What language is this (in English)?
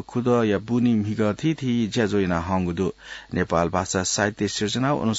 Newari